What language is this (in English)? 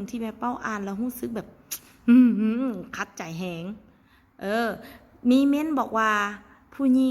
Lao